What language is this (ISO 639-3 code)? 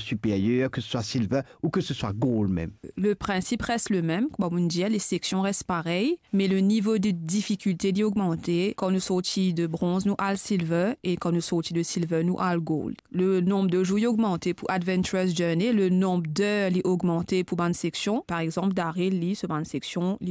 mfe